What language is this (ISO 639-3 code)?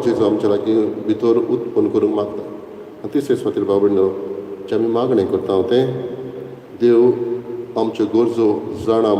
kok